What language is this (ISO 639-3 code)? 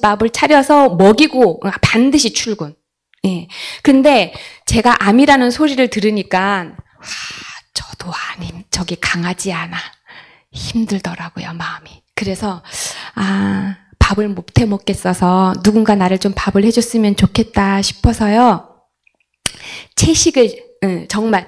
kor